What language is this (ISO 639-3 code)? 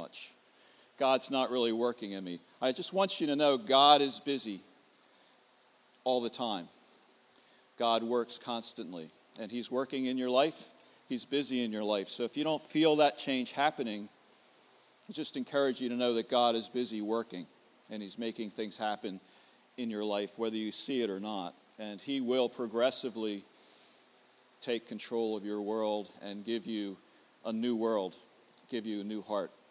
eng